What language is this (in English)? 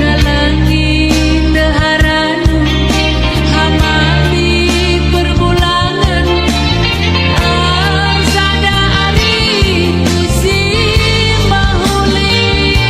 Batak Karo